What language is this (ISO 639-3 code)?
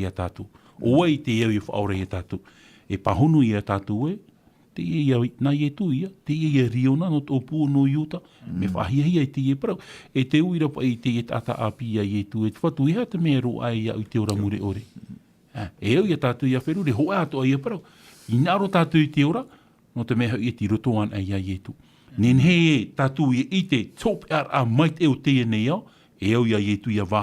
tah